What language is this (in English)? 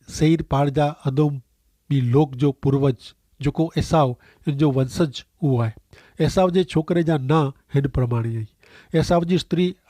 Kachhi